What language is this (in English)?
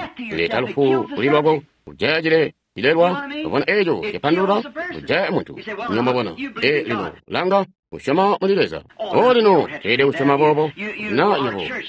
Tonga (Zambia)